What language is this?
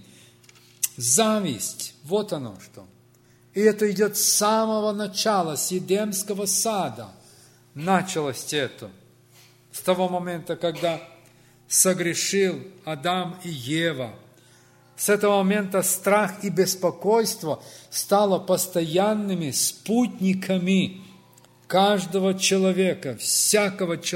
Russian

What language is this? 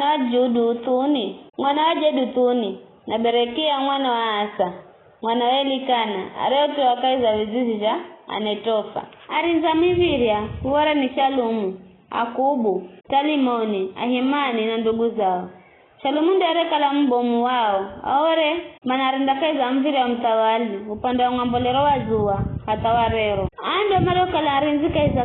Giryama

